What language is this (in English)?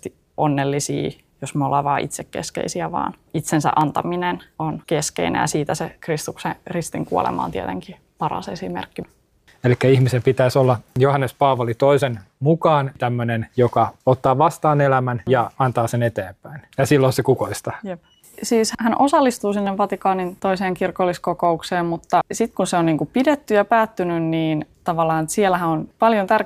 Finnish